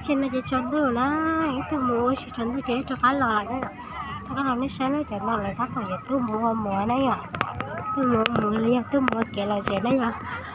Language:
Hmong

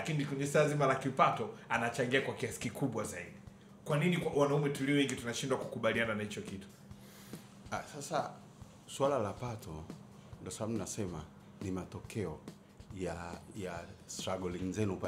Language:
Swahili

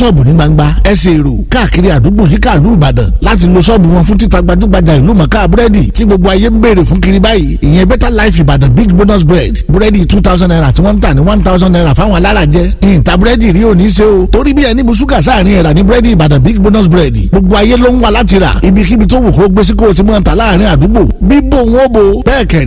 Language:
Yoruba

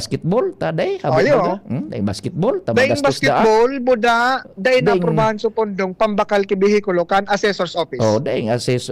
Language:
Bikol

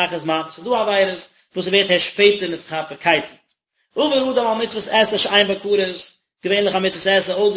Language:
Yiddish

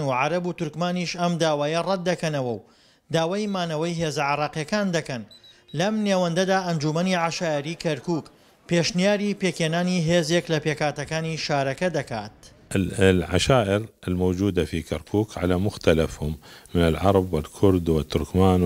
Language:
Central Kurdish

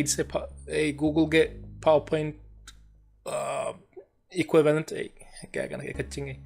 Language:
Divehi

